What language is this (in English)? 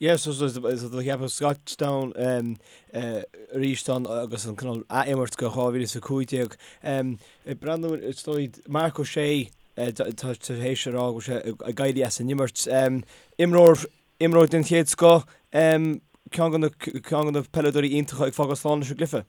Irish